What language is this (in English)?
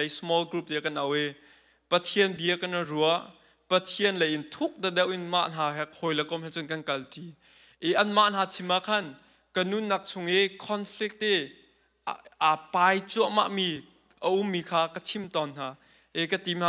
Hakha Chin